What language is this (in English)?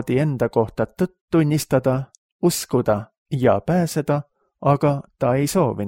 Estonian